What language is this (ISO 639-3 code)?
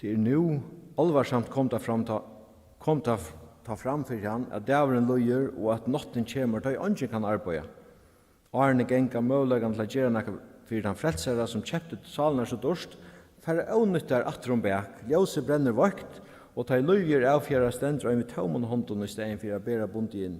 fao